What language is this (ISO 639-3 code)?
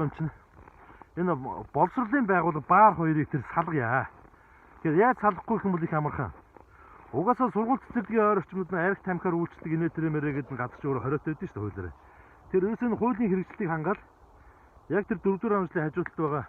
mon